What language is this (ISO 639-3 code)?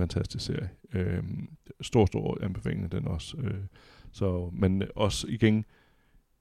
dan